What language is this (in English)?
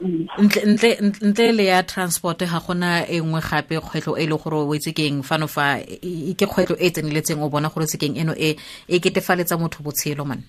Tswana